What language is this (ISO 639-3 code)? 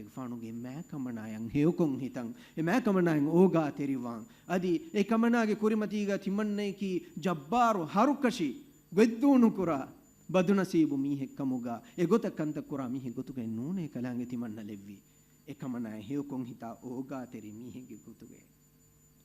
div